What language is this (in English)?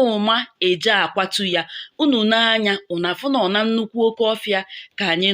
Igbo